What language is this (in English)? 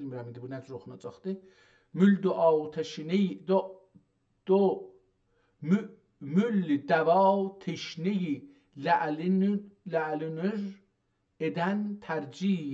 South Azerbaijani